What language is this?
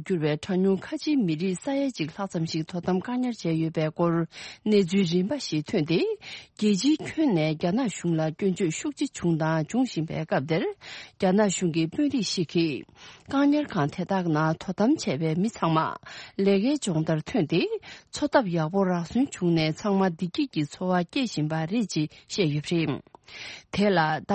Tibetan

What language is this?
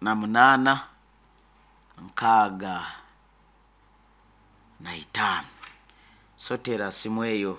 Nyoro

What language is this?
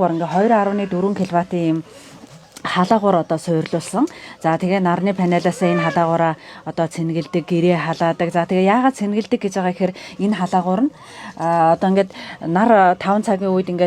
Mongolian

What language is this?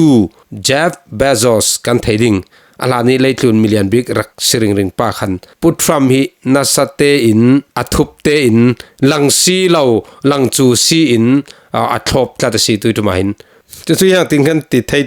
Falam Chin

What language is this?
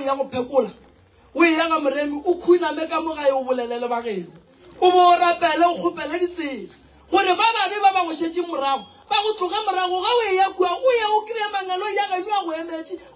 Northern Sotho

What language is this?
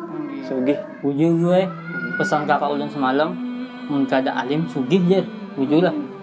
Banjar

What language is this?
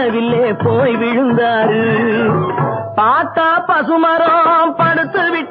Tamil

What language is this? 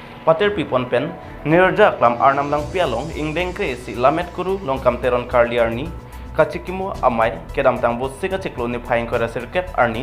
Karbi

